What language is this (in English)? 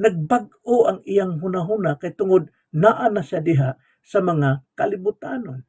Cebuano